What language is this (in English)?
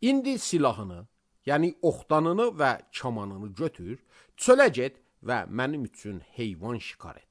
Azerbaijani